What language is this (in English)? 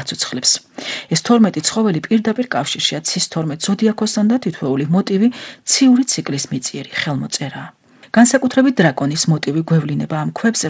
Georgian